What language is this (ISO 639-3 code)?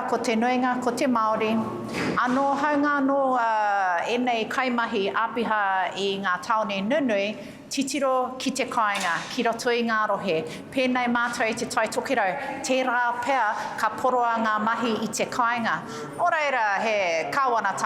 mri